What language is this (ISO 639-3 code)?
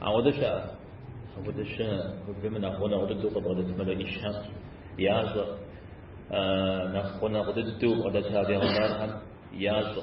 kbd